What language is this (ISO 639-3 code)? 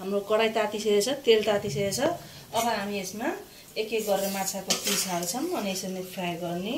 nep